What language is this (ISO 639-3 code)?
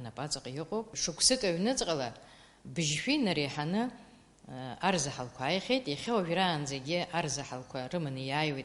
abk